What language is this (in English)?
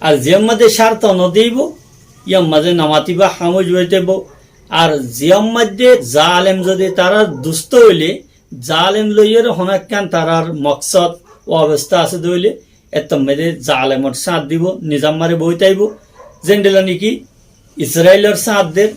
Rohingya